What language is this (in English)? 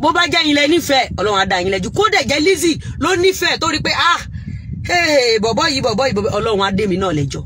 Yoruba